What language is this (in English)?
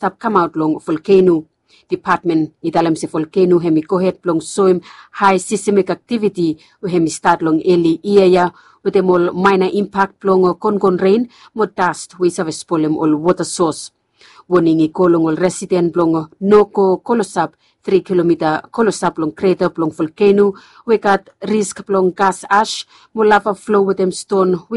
Bislama